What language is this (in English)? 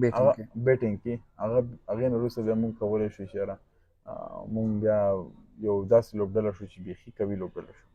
Pashto